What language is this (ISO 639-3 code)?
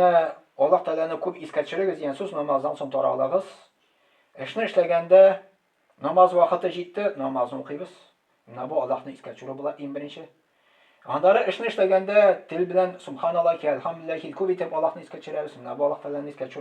tat